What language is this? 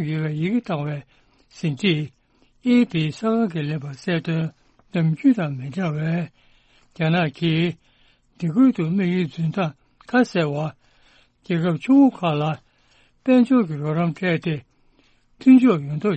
Tibetan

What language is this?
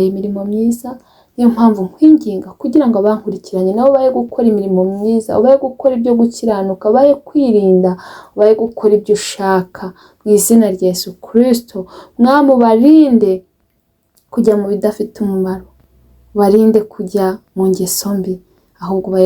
Kinyarwanda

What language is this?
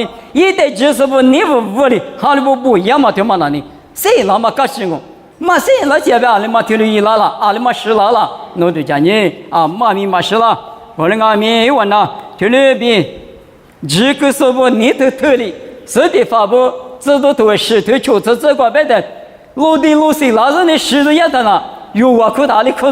Lisu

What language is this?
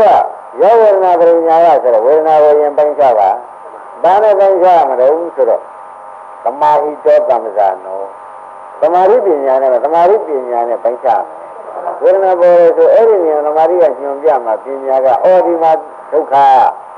Burmese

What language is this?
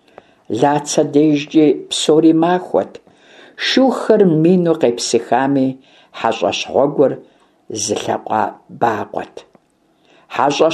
Kabardian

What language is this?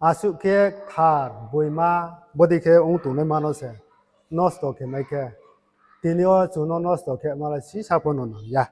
Riang (India)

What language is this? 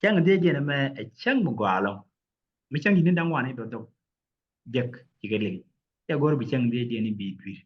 Nuer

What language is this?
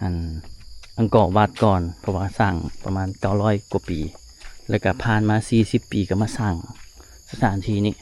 Lao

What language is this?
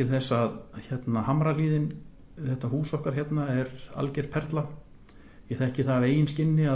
Icelandic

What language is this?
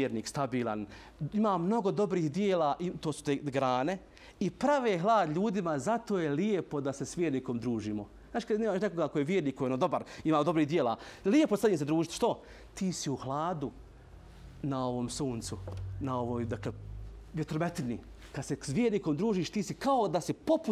Bosnian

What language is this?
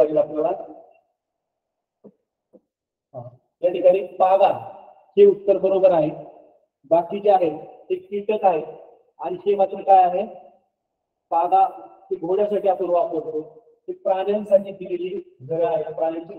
Marathi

